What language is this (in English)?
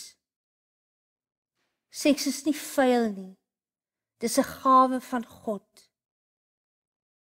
Afrikaans